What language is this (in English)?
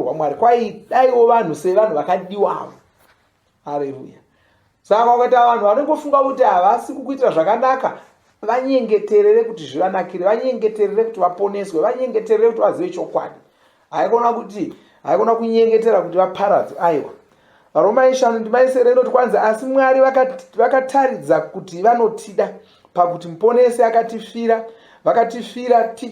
Shona